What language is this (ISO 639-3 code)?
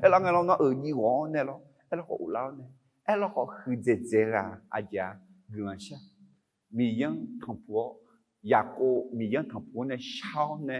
ahk